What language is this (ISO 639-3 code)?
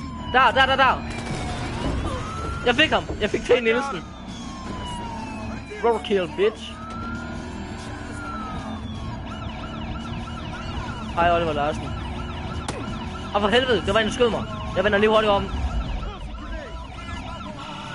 dan